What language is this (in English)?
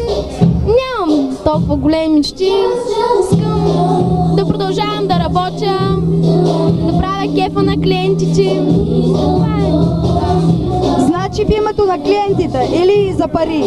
Bulgarian